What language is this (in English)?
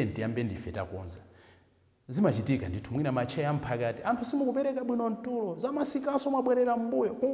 Nyanja